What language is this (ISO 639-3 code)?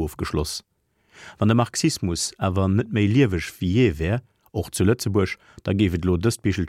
ltz